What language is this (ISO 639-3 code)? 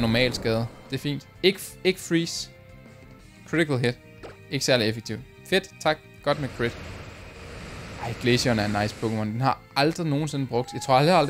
dan